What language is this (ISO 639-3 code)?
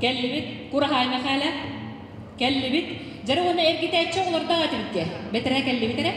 sah